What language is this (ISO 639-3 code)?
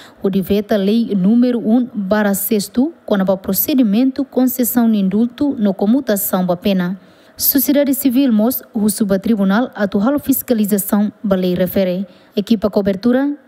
tet